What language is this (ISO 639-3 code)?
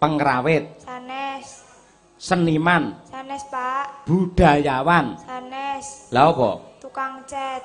jav